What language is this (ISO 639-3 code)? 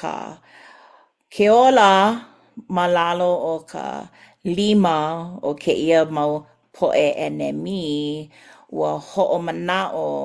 haw